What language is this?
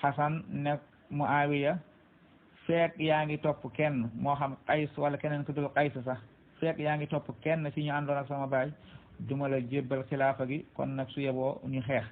Wolof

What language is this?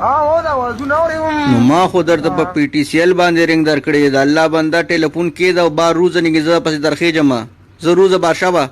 Pashto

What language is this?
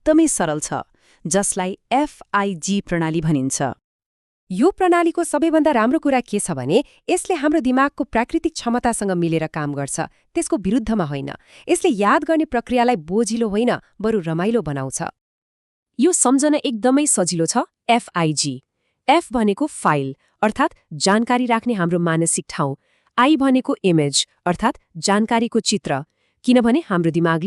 Nepali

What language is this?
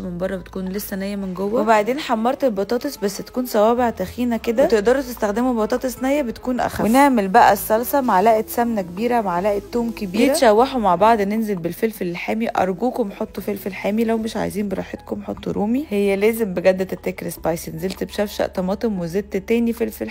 Egyptian Arabic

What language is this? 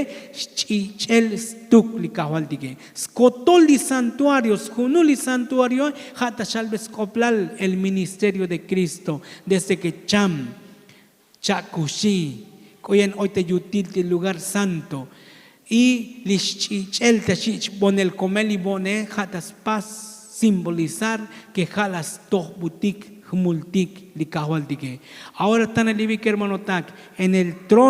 Tzotzil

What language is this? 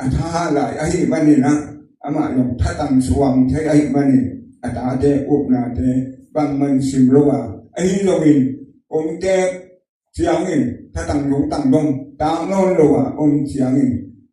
Tedim Chin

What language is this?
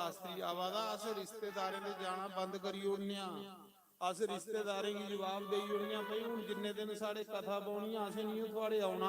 Dogri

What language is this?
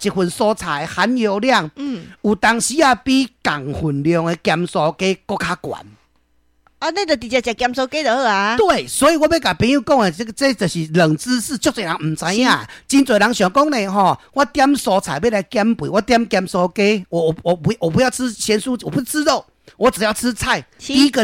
Min Nan Chinese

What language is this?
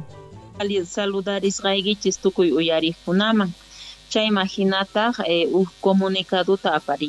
Quechua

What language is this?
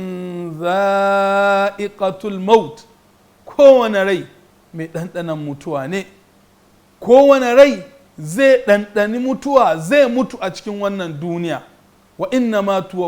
Hausa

